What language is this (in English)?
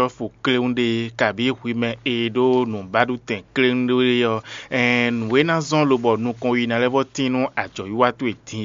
Fon